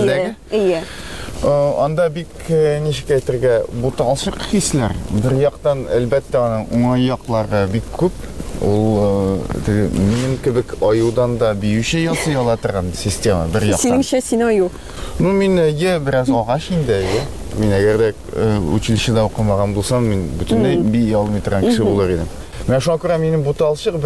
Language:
Tatar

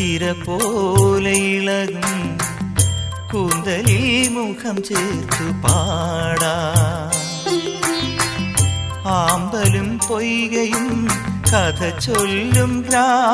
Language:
Malayalam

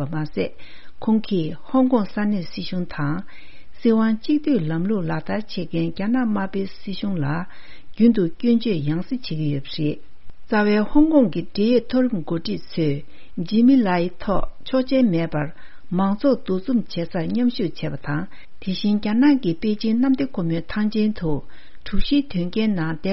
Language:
Tibetan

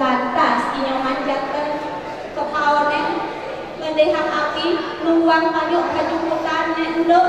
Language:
Balinese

